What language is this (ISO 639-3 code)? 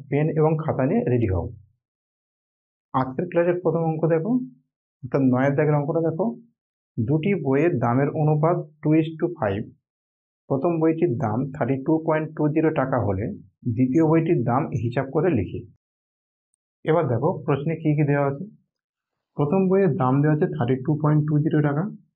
ben